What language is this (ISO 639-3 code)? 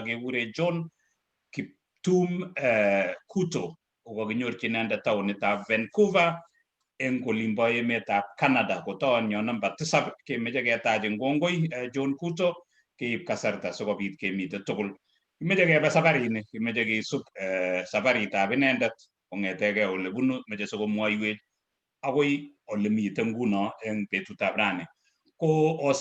kln